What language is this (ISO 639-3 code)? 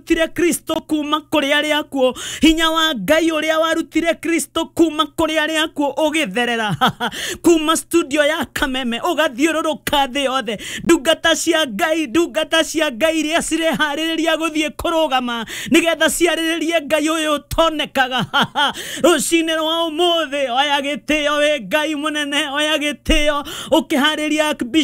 kik